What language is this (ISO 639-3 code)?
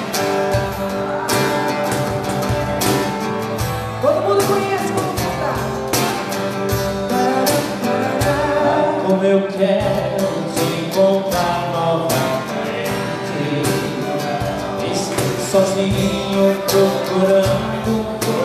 por